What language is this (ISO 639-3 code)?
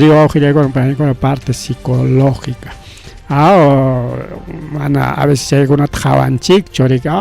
quy